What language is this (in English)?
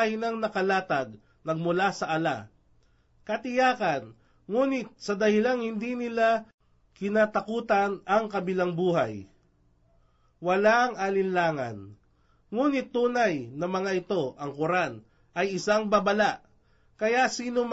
Filipino